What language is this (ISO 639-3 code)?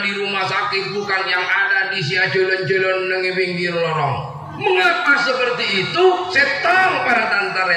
mad